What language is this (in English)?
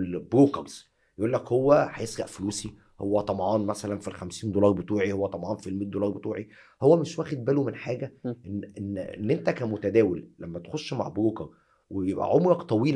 Egyptian Arabic